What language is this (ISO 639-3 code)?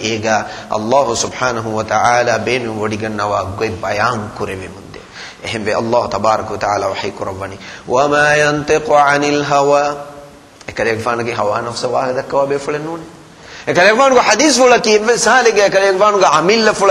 div